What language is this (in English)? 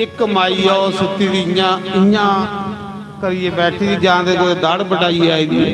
Dogri